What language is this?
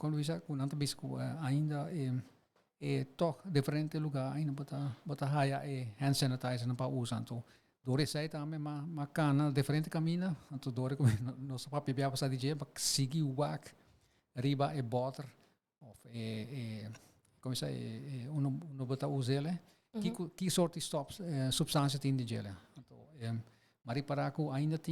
Papiamento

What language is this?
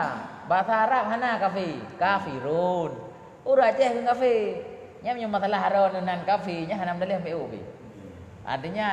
Achinese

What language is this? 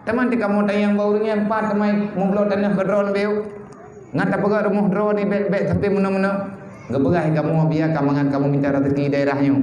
Achinese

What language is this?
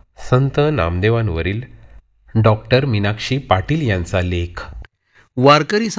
Marathi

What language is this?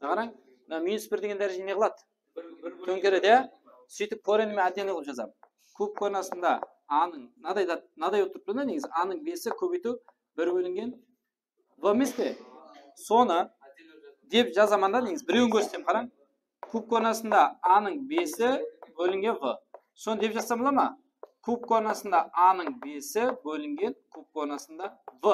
Kara-Kalpak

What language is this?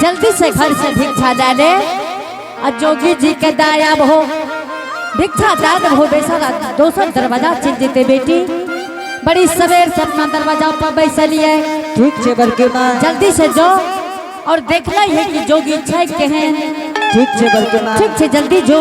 Angika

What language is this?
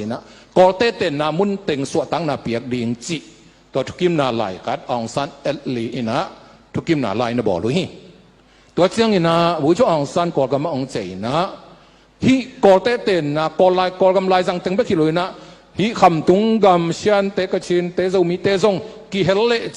Tedim Chin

